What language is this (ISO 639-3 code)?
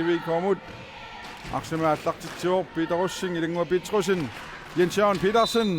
kal